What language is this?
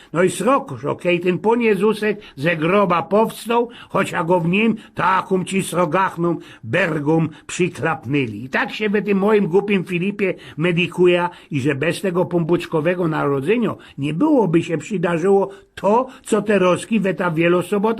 Silesian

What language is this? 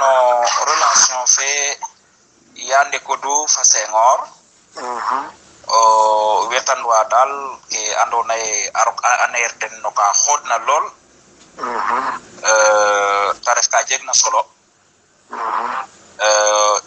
Serer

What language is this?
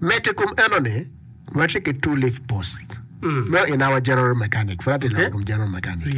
Acoli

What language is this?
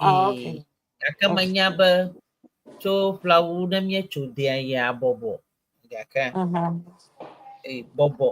Ewe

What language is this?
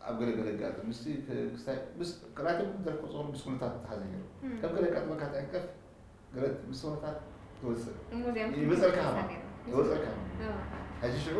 Tigrinya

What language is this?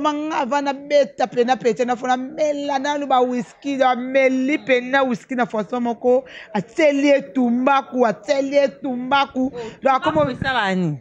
Lingala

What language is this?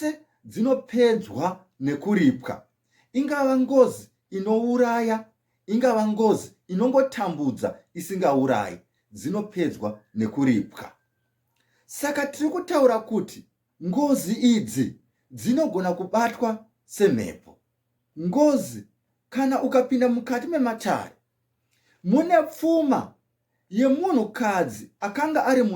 Shona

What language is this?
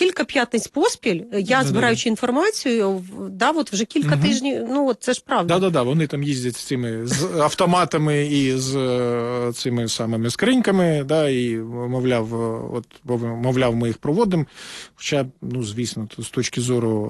Ukrainian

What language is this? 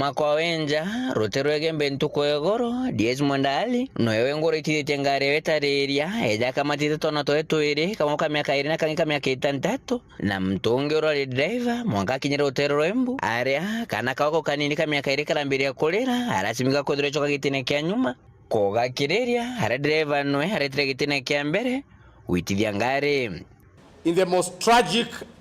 Meru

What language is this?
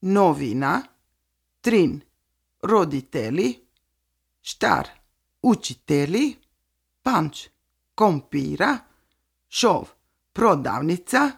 Serbian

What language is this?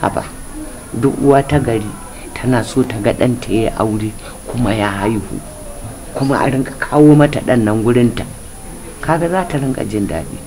Hausa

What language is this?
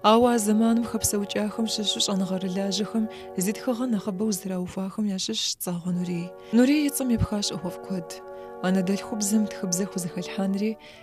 Kabardian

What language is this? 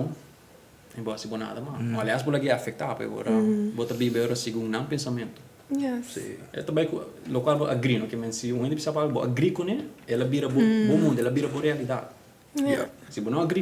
Papiamento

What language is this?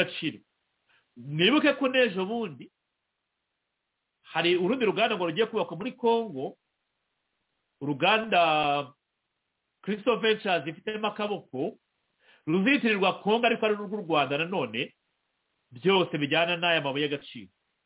Kinyarwanda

